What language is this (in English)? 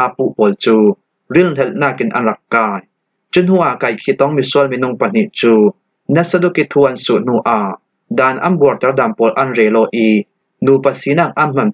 Falam Chin